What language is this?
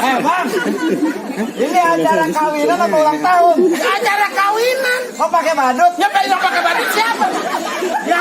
Betawi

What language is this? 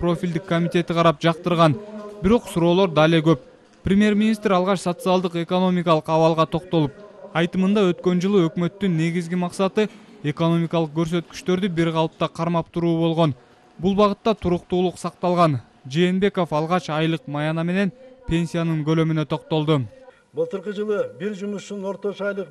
Kyrgyz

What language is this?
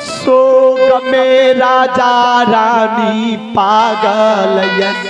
Maithili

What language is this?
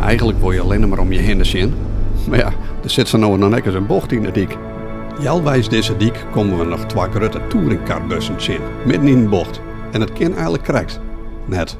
Western Frisian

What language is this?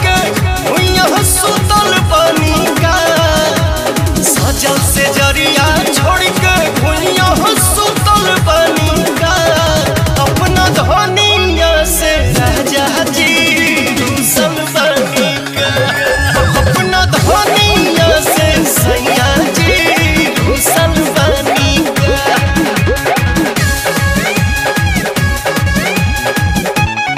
Bhojpuri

